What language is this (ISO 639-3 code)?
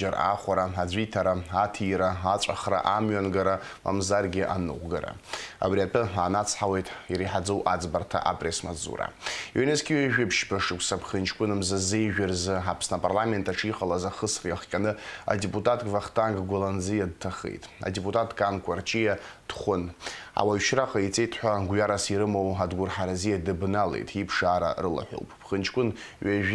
abk